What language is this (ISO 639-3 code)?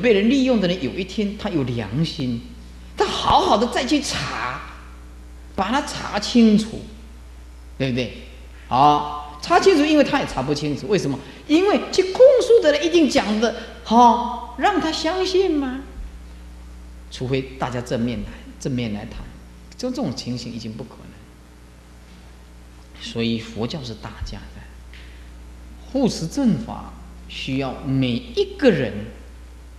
zho